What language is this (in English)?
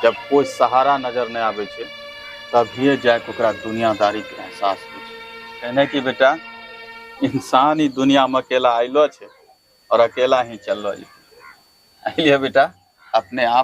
Angika